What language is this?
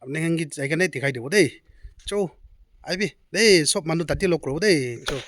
Naga Pidgin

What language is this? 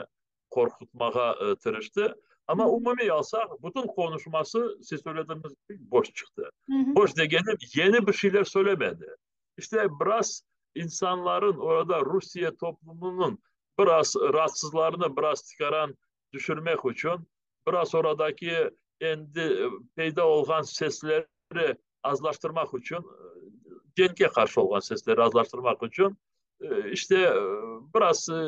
Crimean Tatar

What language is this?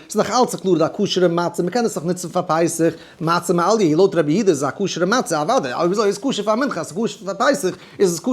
Yiddish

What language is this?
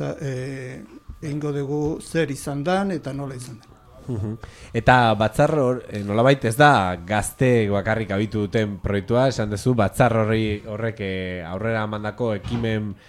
Basque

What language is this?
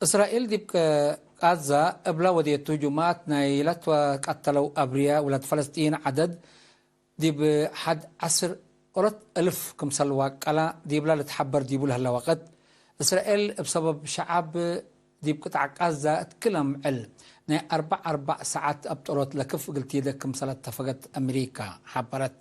Tigre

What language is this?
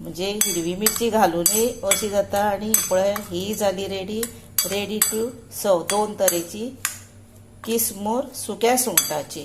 Konkani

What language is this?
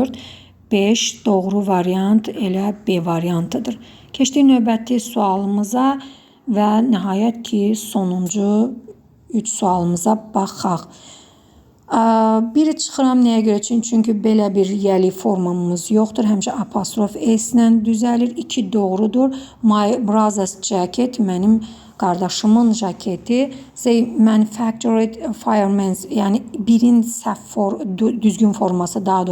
Azerbaijani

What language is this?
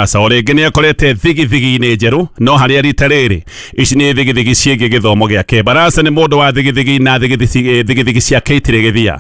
Kikuyu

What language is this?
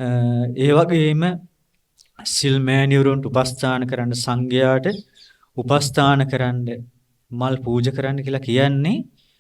Sinhala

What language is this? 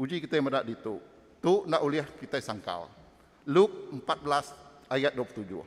Iban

